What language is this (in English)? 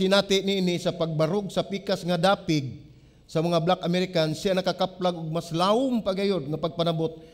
Cebuano